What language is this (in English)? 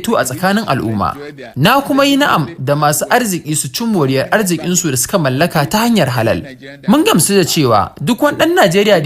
Hausa